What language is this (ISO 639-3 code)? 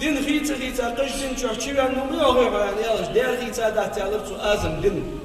inh